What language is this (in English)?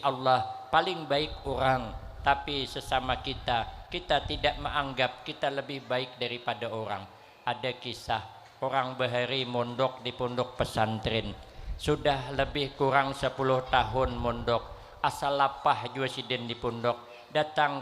Banjar